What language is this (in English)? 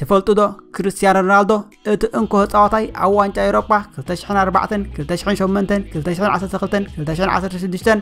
Tigrinya